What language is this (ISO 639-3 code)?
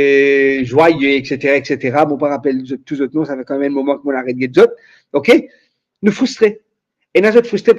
mfe